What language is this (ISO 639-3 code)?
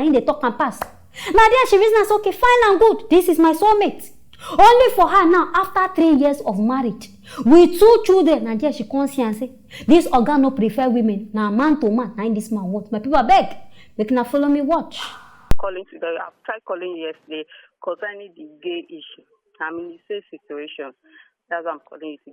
pcm